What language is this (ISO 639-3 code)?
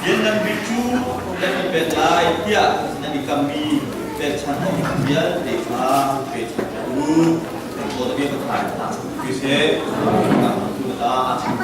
cnh